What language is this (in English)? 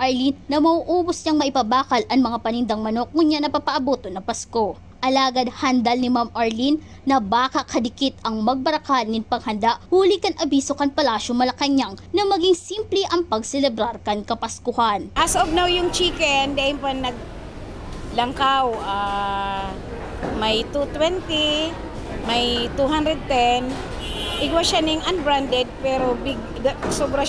Bikol